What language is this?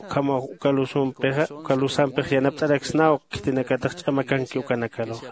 Aymara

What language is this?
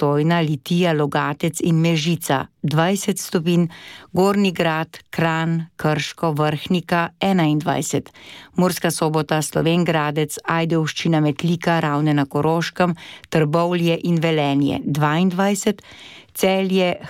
Slovenian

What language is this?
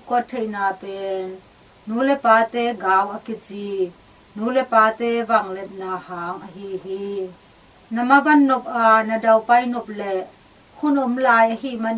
Tedim Chin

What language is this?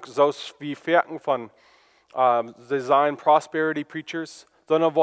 Plautdietsch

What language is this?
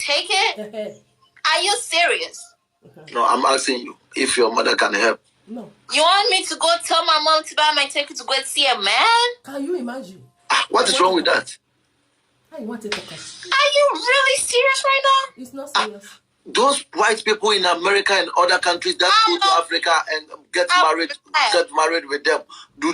Nigerian Pidgin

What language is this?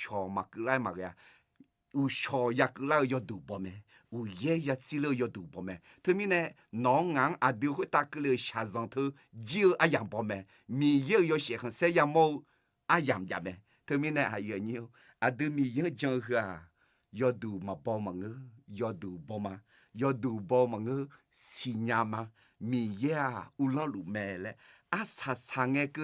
Akha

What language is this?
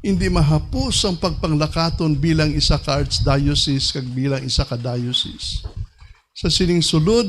Hiligaynon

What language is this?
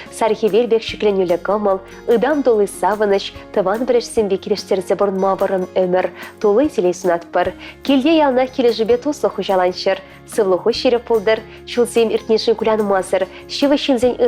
Chuvash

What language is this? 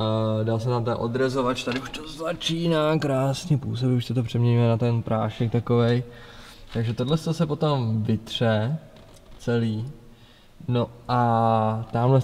Czech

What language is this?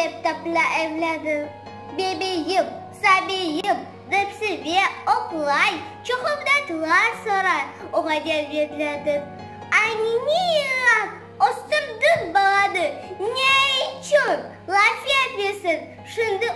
Crimean Tatar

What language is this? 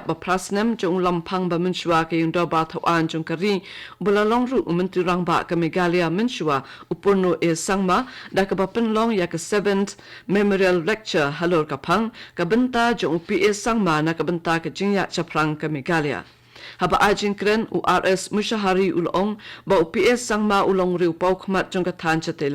Khasi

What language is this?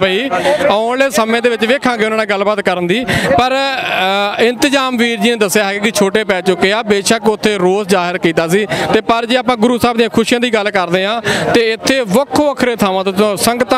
Punjabi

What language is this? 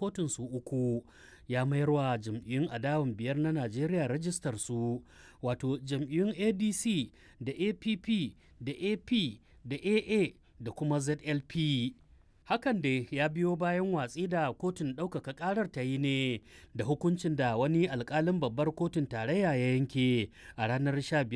Hausa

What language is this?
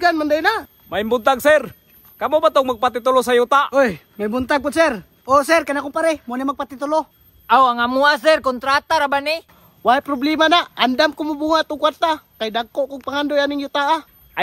Cebuano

